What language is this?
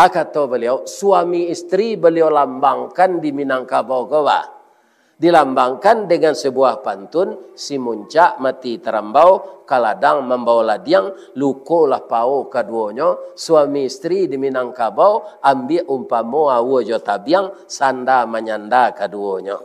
Minangkabau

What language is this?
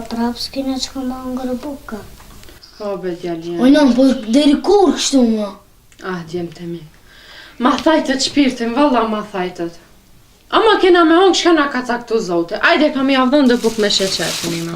Albanian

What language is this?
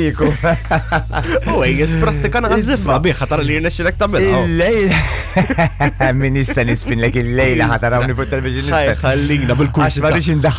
Maltese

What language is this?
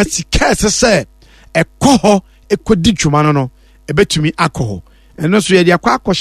Akan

